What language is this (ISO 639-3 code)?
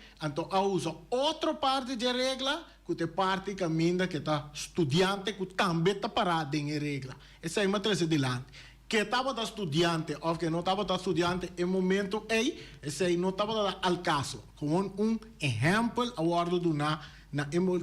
pap